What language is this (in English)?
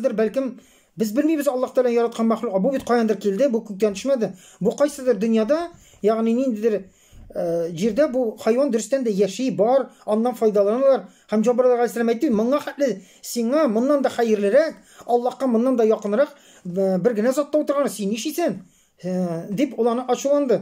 Tatar